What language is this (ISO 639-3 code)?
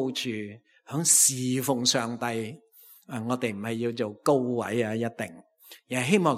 yue